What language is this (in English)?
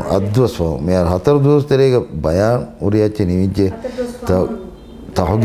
Divehi